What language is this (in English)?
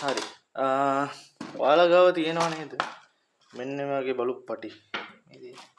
Sinhala